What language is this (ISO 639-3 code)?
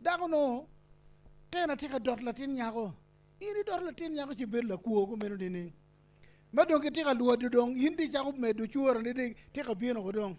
ach